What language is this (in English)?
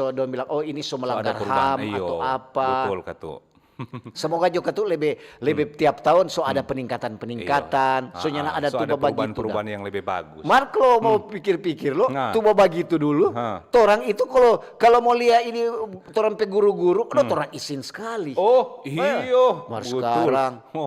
Manado Malay